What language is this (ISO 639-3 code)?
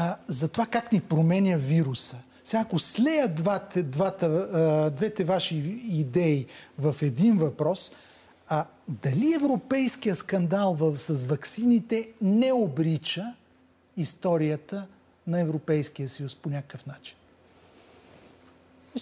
bul